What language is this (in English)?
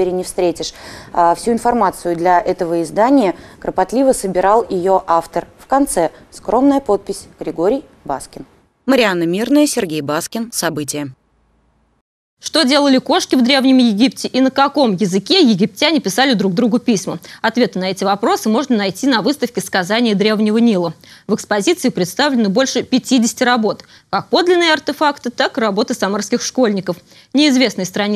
Russian